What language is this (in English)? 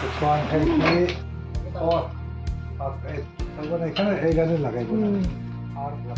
Mizo